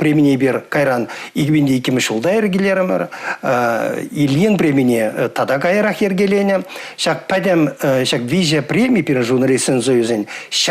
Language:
Chuvash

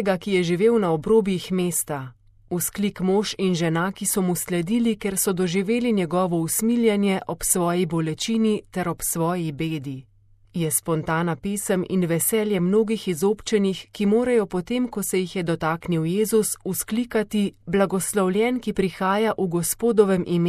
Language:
Slovenian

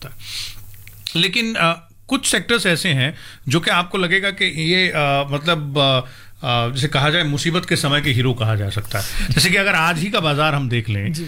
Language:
Hindi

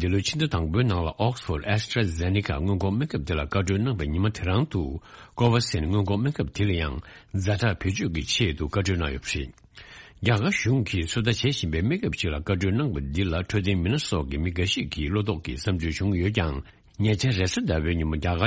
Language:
Tibetan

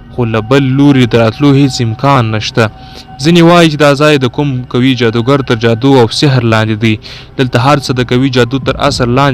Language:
Pashto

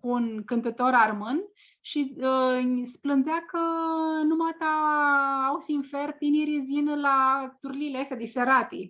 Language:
Aromanian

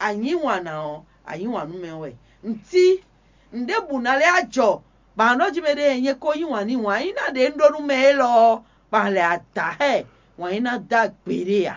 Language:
Fon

